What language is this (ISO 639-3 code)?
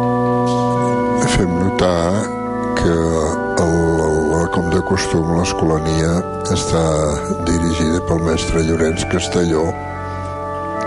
cat